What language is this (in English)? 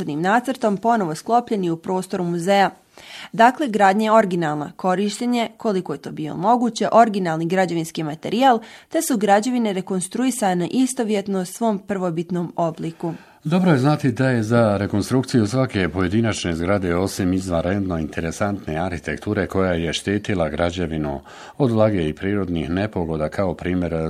Bosnian